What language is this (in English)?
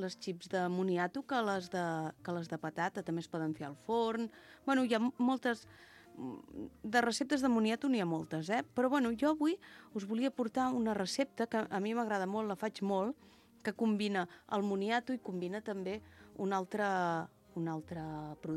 Catalan